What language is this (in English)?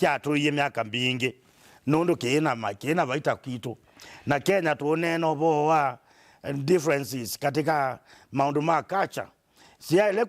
Kamba